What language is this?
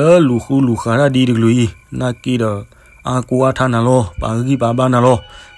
S'gaw Karen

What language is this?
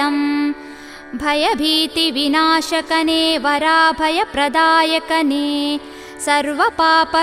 Kannada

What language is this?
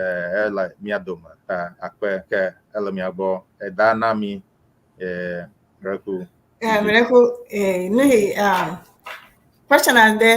Ewe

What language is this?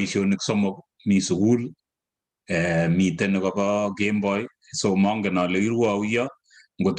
Kalenjin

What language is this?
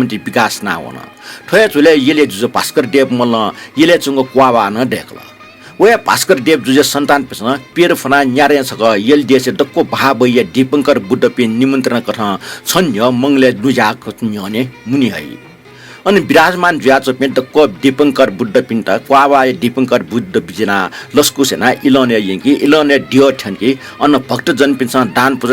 Newari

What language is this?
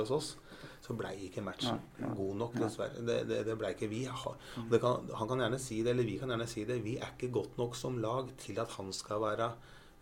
Norwegian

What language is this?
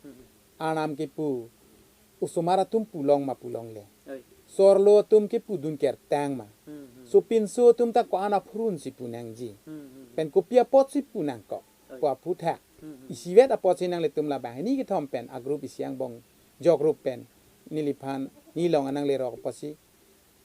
Karbi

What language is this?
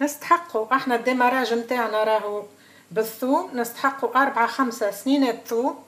Tunisian Arabic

